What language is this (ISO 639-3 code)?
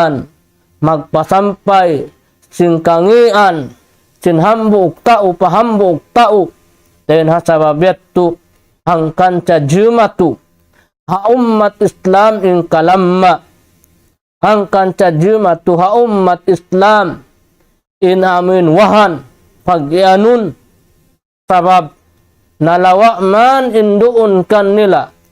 tsg